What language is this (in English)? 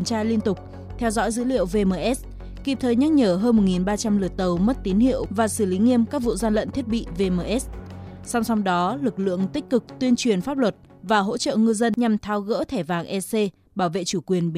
Vietnamese